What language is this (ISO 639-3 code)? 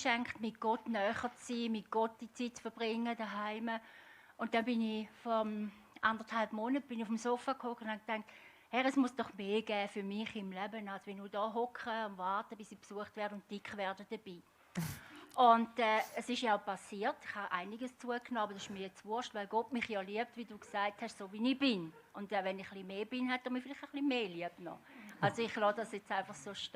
gsw